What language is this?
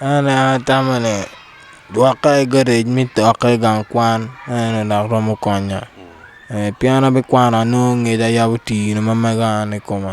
Acoli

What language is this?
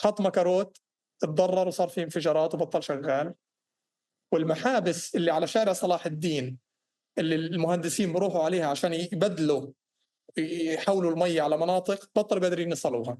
North Levantine Arabic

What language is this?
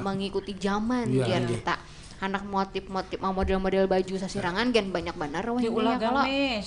Banjar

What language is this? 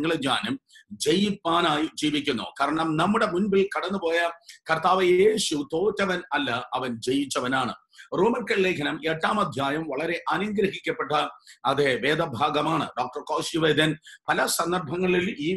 Malayalam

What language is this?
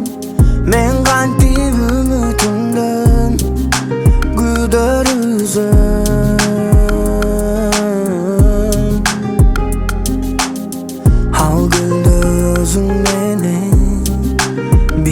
Kazakh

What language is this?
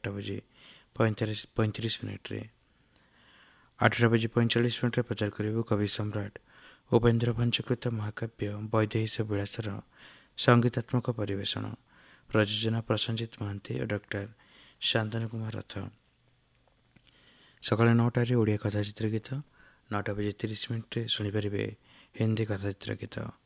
Odia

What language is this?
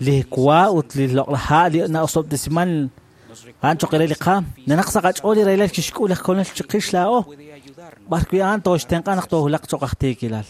Kekchí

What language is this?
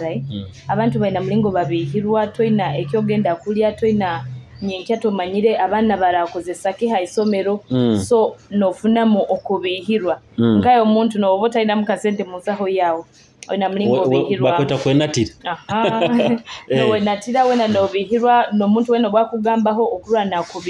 Nyoro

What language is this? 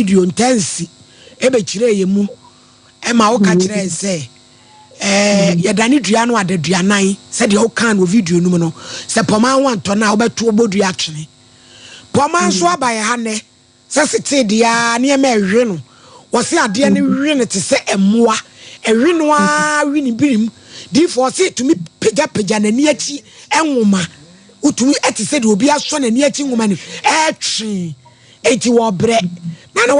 Akan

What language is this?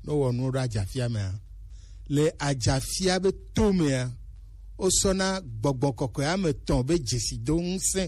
Gen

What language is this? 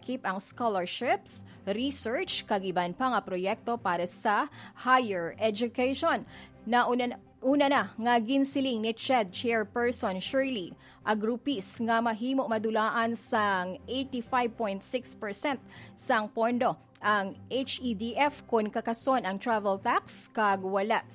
Hiligaynon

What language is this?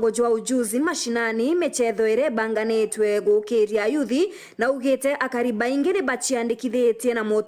Meru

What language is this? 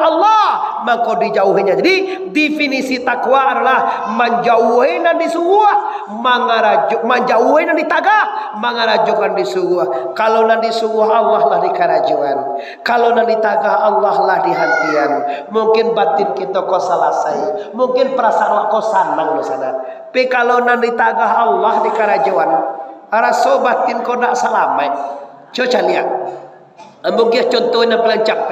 Minangkabau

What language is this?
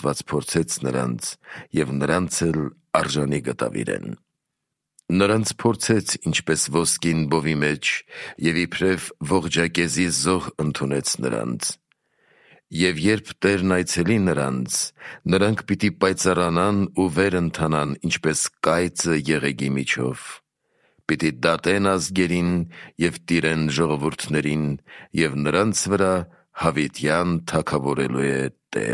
Armenian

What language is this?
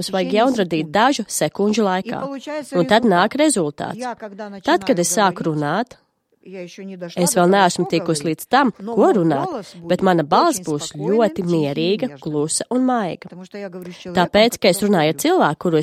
Latvian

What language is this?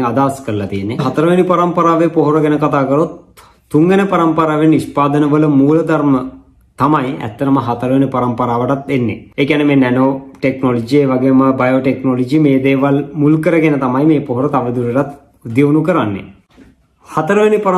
Sinhala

